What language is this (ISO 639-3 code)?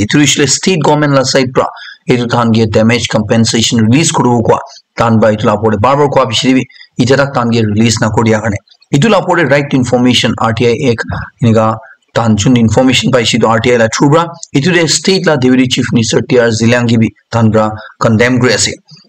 nag